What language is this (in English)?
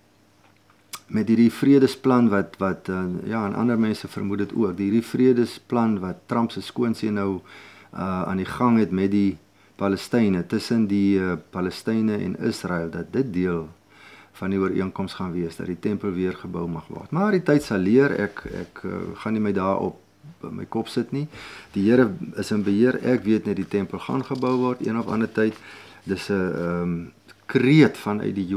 Afrikaans